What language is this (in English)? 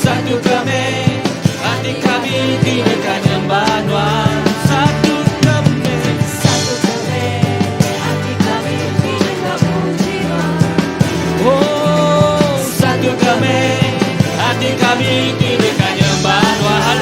Iban